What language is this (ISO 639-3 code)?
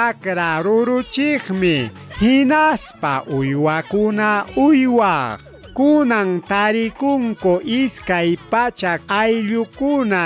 quy